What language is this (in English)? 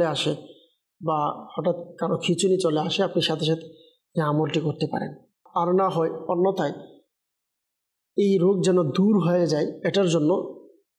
Bangla